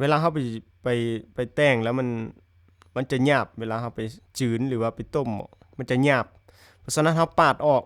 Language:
Lao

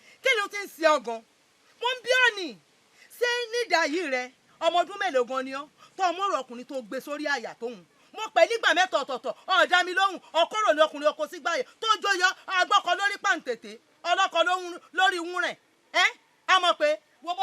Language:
Yoruba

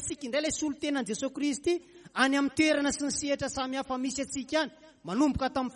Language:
Malagasy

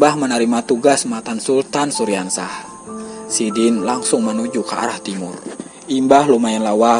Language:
Banjar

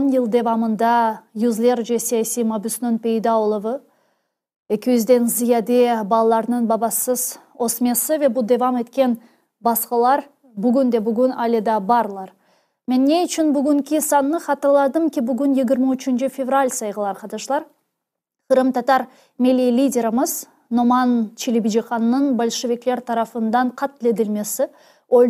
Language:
Crimean Tatar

